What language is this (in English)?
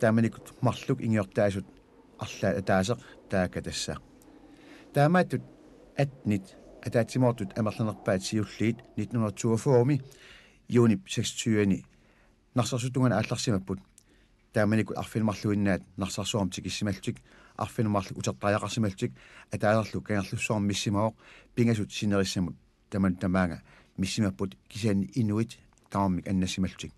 Kalaallisut